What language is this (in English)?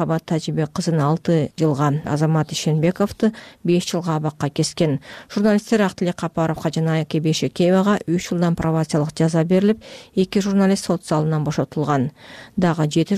Kyrgyz